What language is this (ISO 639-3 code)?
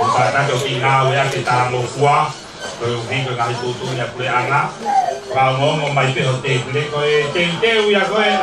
ton